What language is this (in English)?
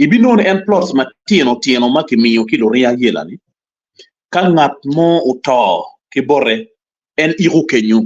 Acoli